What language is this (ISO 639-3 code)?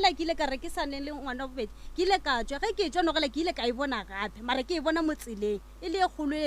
nso